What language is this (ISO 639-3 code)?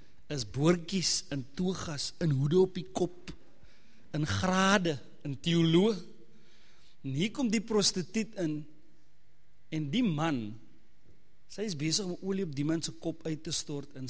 afr